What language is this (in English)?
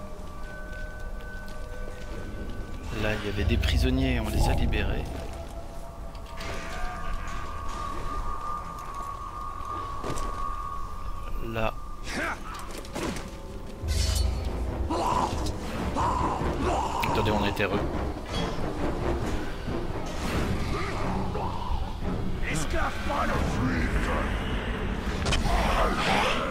French